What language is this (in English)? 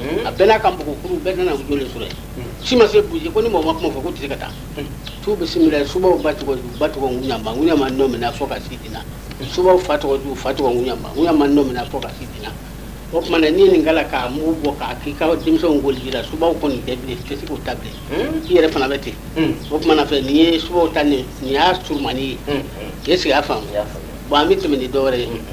Bambara